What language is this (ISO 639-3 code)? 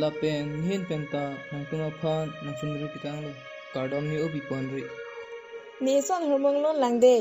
mjw